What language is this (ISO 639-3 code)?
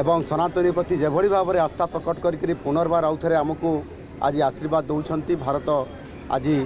ori